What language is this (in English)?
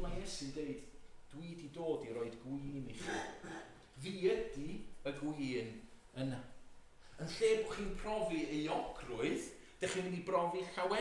Welsh